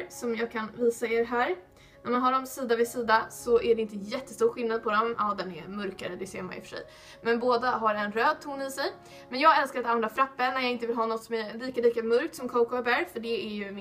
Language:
Swedish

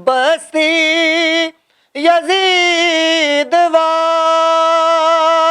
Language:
Western Panjabi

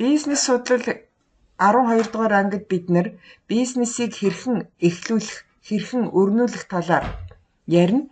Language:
Mongolian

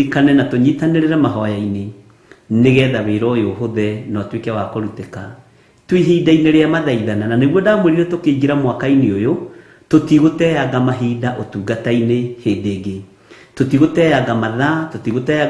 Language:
Kikuyu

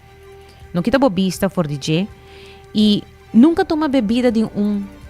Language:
Papiamento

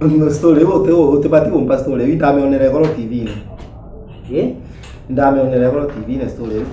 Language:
Meru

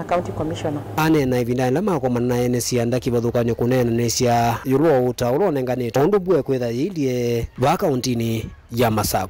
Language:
Kamba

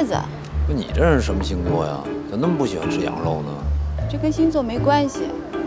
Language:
Chinese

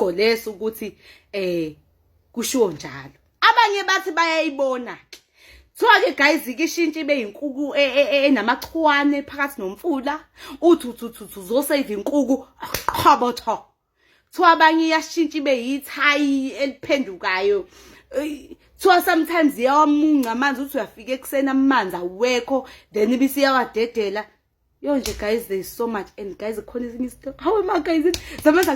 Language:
Zulu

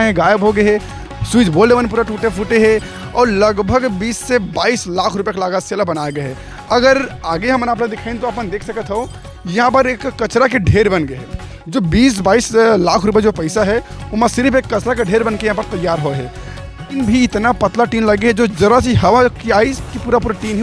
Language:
Chhattisgarhi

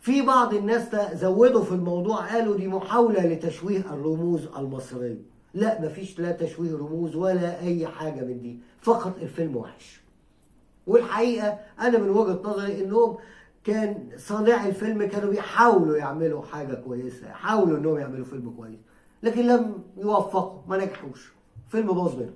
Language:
Egyptian Arabic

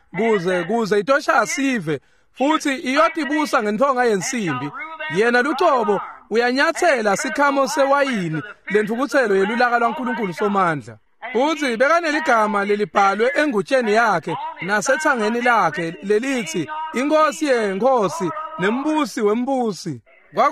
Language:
Swati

